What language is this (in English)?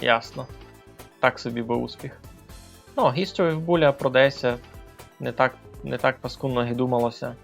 Rusyn